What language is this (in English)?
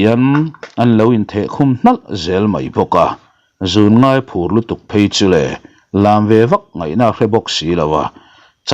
Mizo